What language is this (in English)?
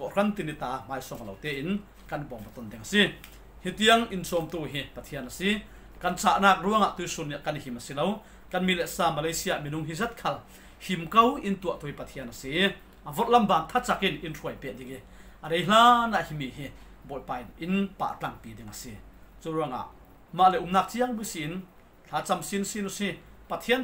Falam Chin